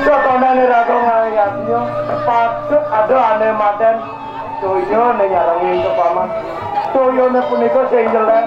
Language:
Balinese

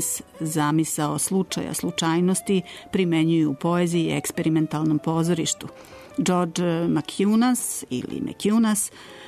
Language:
Serbian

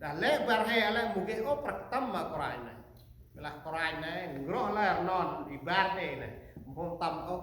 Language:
Central Mnong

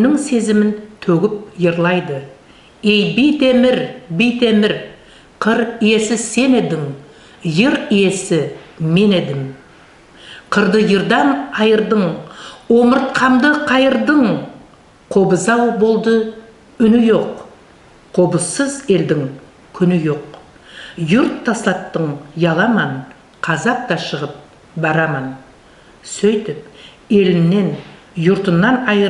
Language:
Nogai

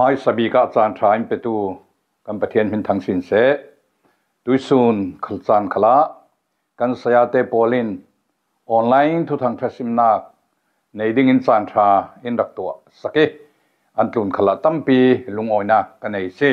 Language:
Falam Chin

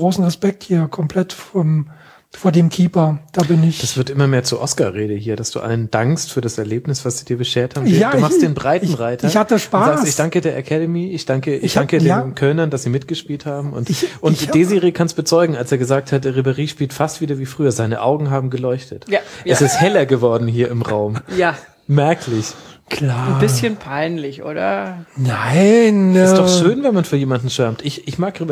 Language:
German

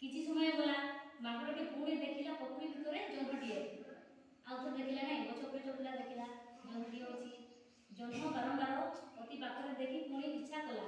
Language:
Odia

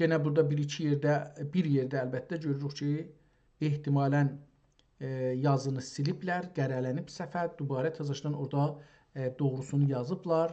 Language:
South Azerbaijani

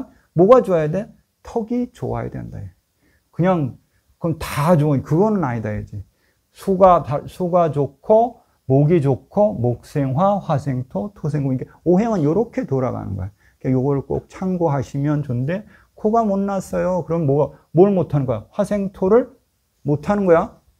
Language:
Korean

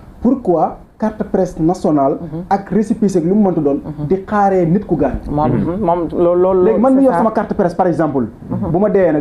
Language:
Wolof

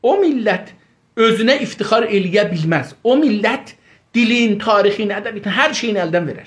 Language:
South Azerbaijani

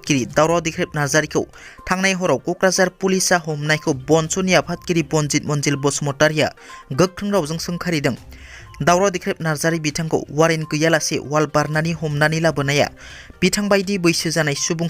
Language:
Bodo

